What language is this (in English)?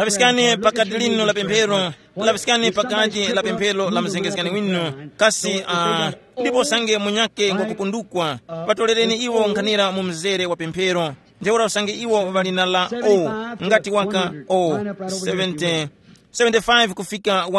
Tumbuka